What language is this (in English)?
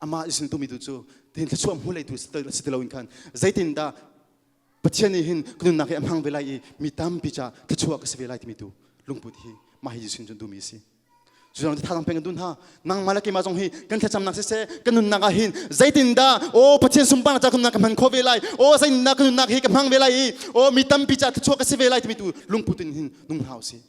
Hakha Chin